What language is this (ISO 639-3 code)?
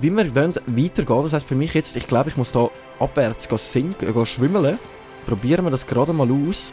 gsw